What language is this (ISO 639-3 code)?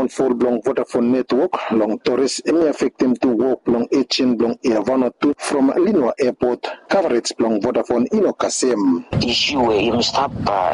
bis